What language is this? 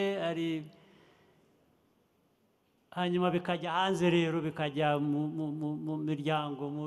Kinyarwanda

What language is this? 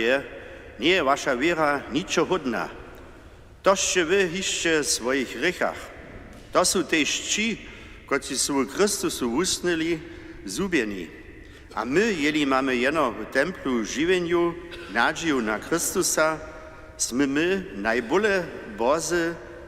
Upper Sorbian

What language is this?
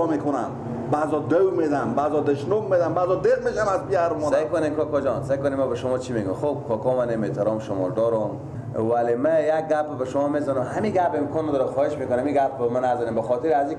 Persian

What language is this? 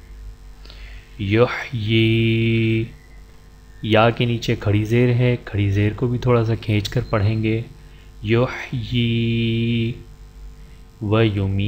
Urdu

